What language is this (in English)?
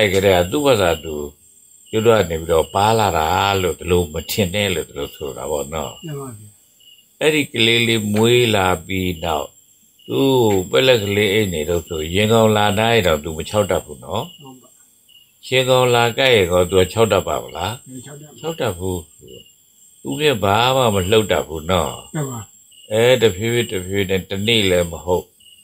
Burmese